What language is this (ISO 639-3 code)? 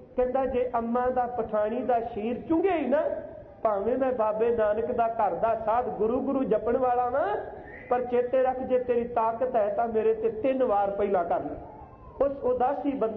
pan